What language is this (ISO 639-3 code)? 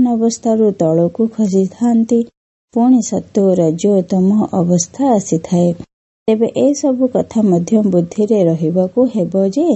ori